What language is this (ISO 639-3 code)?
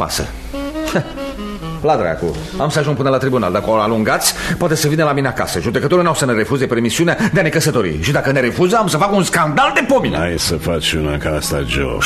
ron